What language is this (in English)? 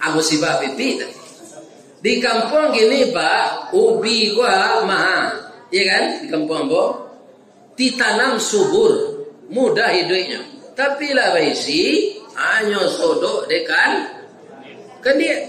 Minangkabau